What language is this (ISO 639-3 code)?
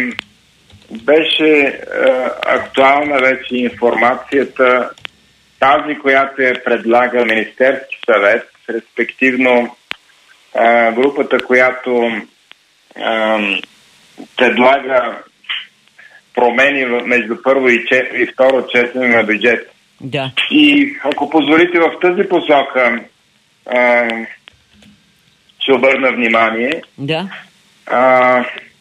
bul